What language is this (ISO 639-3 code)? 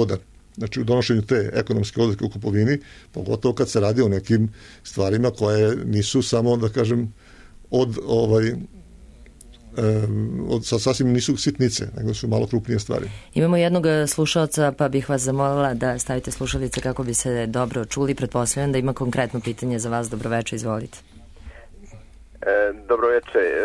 srp